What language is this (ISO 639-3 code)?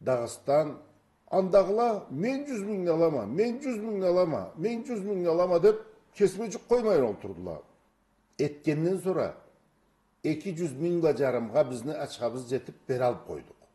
krc